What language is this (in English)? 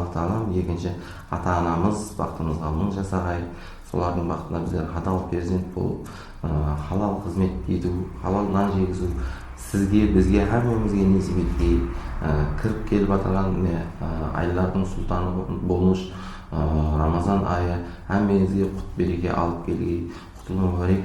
Kara-Kalpak